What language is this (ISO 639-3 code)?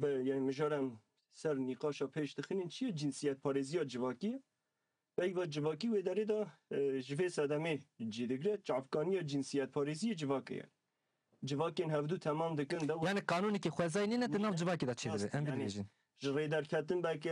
kur